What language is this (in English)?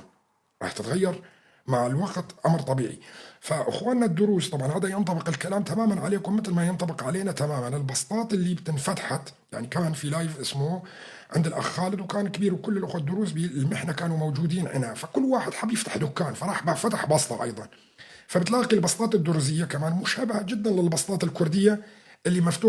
North Levantine Arabic